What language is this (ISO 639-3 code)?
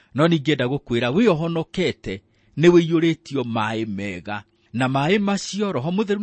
kik